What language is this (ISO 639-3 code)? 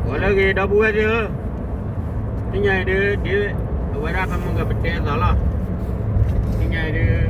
ksw